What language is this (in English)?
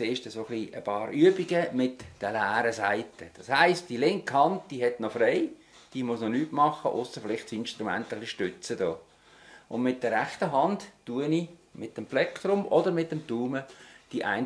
Swiss German